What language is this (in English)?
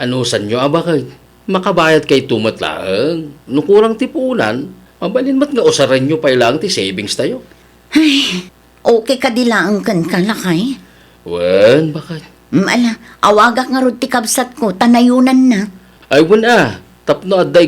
Iloko